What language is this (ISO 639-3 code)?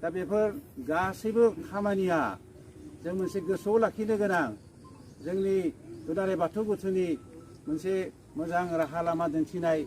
brx